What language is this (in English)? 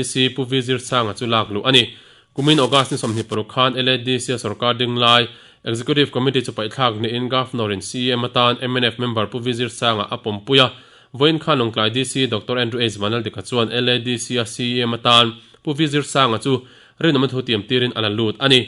Mizo